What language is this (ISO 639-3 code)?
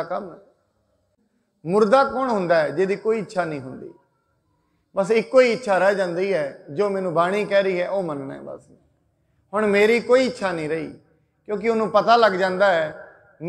pan